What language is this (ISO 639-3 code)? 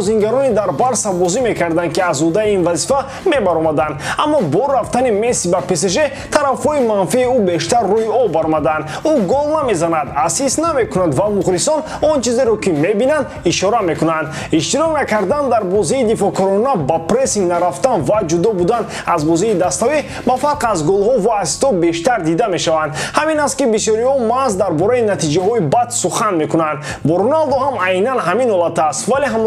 tgk